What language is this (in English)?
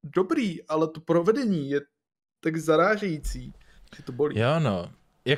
Czech